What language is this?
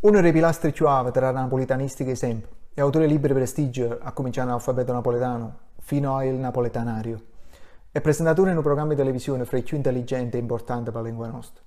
Neapolitan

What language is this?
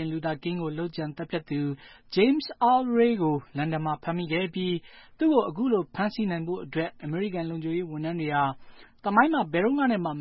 Burmese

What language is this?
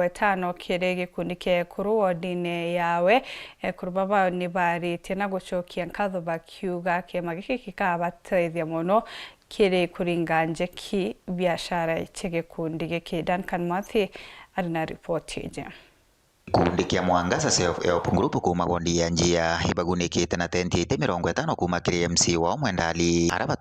Meru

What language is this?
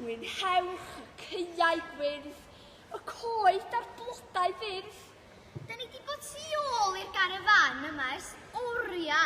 Welsh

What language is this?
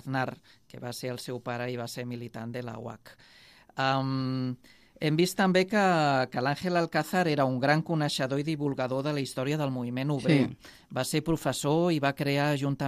Catalan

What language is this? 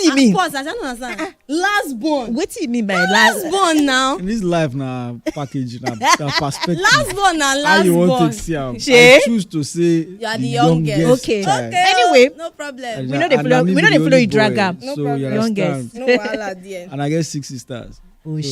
Nigerian Pidgin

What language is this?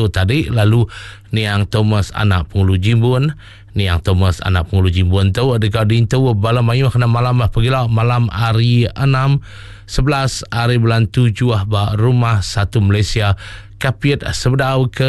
Iban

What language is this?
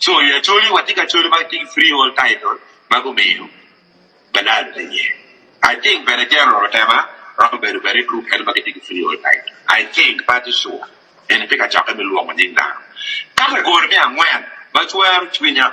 Acoli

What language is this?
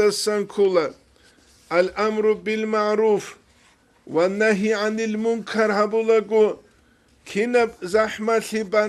Avaric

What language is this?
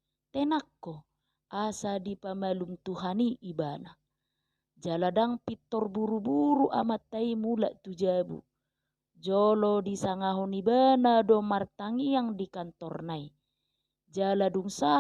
Batak Toba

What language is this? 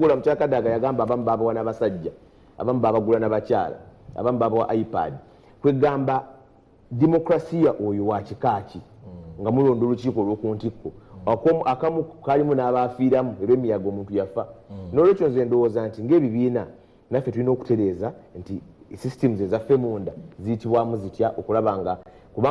Ganda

